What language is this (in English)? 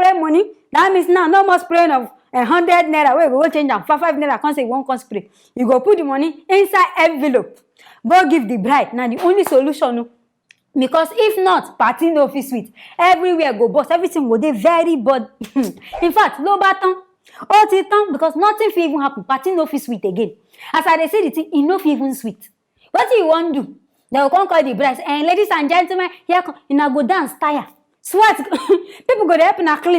Nigerian Pidgin